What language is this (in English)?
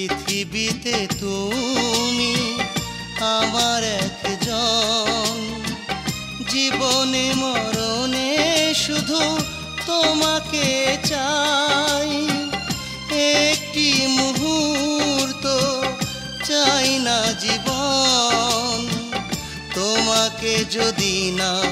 Bangla